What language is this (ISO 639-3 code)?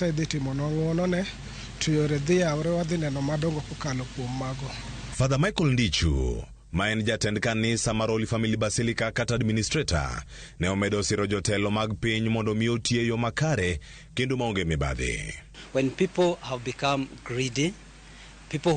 luo